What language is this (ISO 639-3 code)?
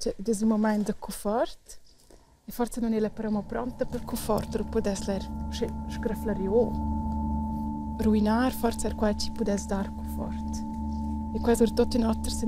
roh